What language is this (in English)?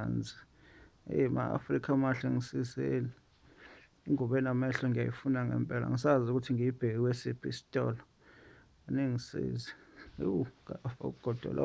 Zulu